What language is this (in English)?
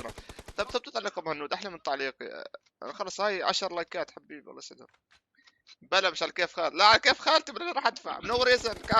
North Levantine Arabic